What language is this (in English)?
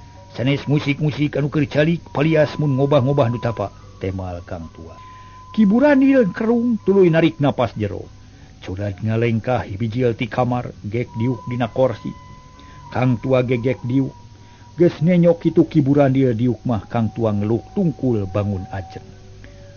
Sundanese